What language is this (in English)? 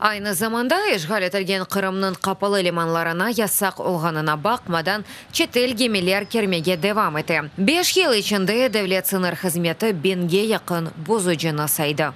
Crimean Tatar